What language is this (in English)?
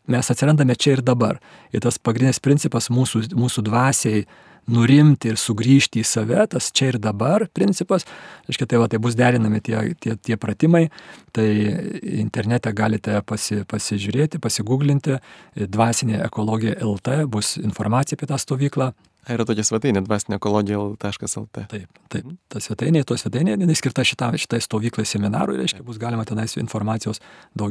Lithuanian